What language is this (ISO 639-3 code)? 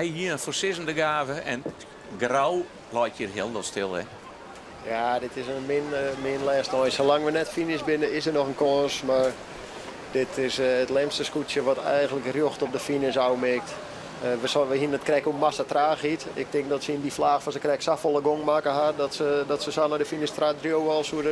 fry